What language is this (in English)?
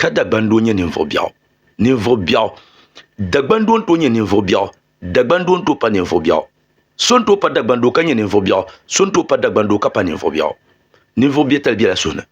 Dagbani